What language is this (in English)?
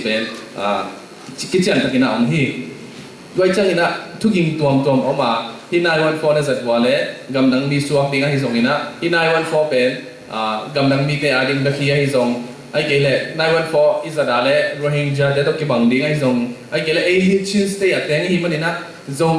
Tedim Chin